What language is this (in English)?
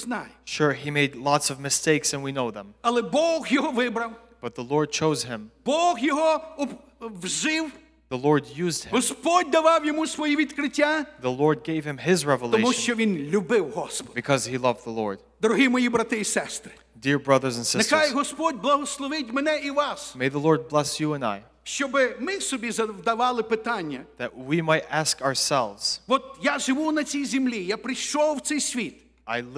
Ukrainian